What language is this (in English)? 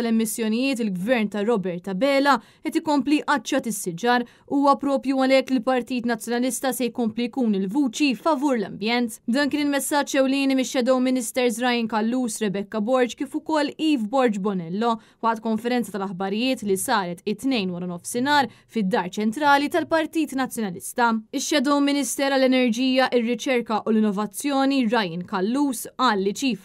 Maltese